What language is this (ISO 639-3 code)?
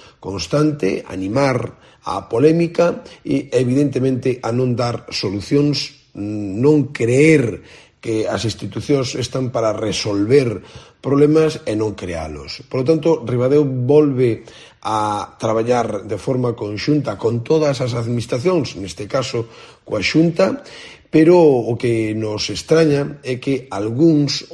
glg